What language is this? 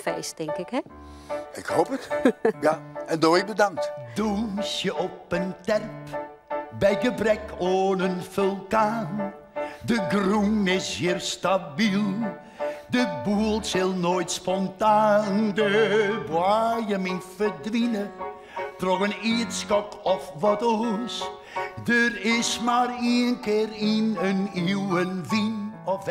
Western Frisian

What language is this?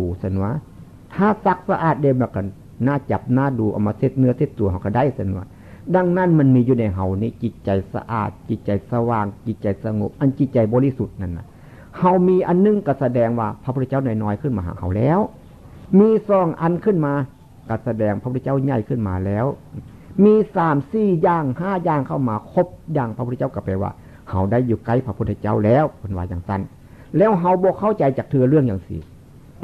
Northeastern Thai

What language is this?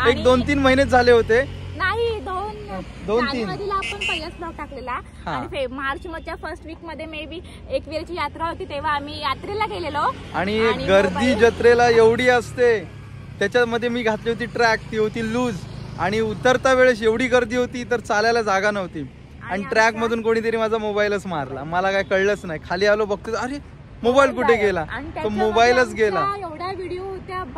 Marathi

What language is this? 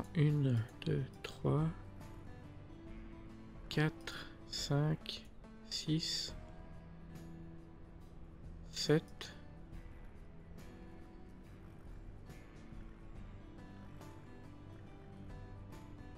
French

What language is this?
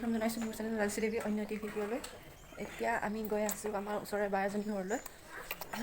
Assamese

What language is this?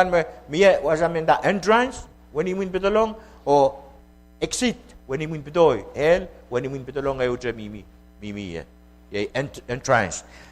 Pohnpeian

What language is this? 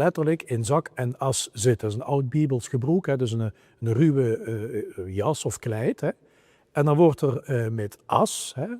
Limburgish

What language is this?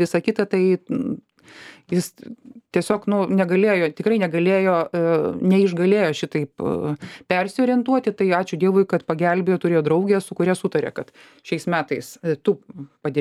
Lithuanian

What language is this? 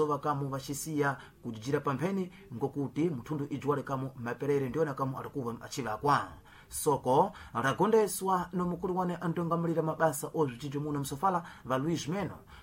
Sena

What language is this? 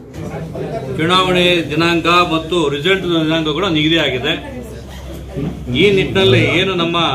Kannada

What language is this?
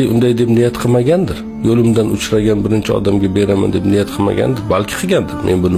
Uzbek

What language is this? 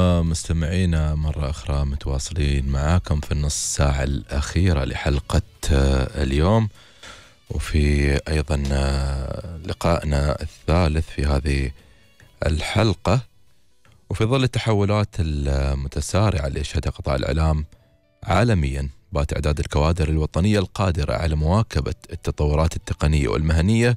Arabic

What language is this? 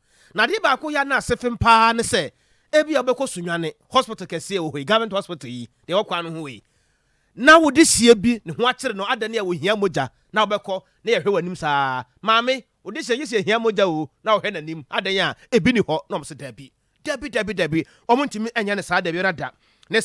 Akan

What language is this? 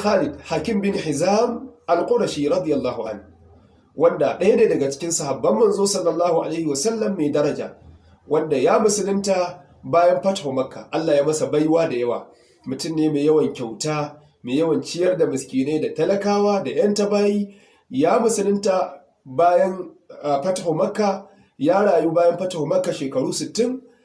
Hausa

